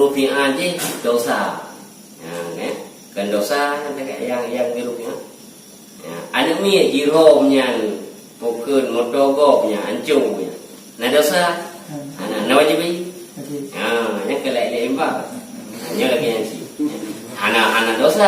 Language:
Achinese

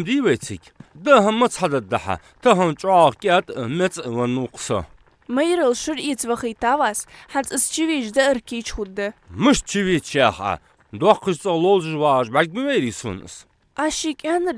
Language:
Ingush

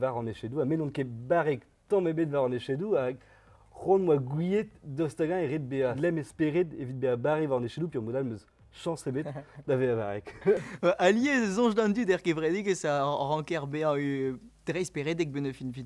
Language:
Breton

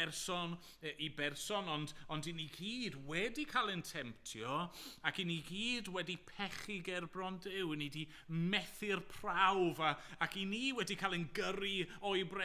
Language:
Welsh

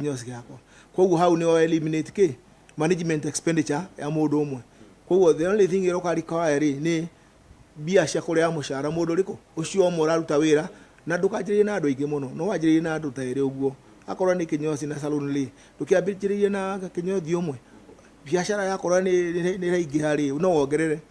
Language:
Kikuyu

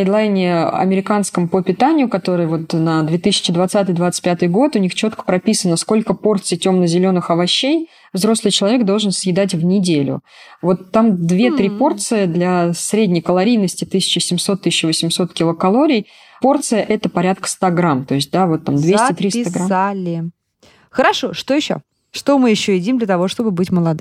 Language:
Russian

